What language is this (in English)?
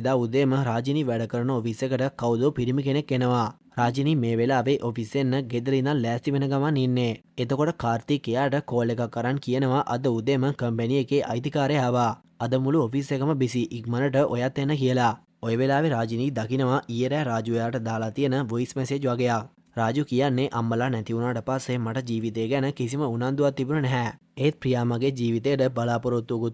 Sinhala